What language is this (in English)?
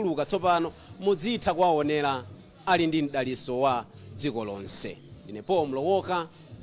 Nyanja